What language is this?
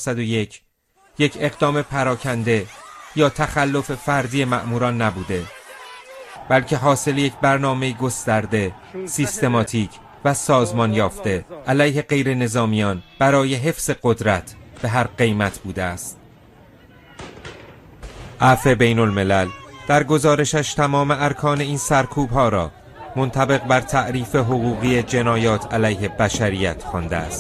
Persian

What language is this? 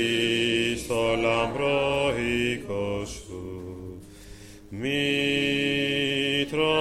Greek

